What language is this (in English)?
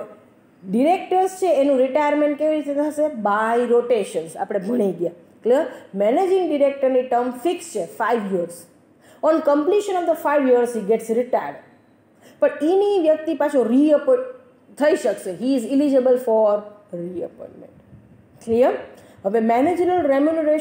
Gujarati